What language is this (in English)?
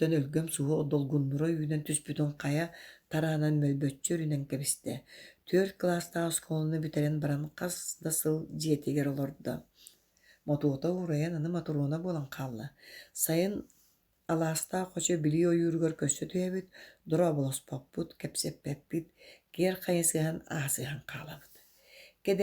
Yakut